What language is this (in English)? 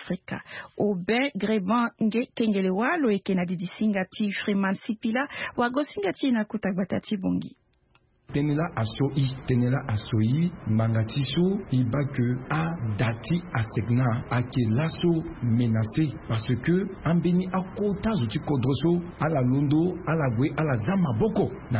Sango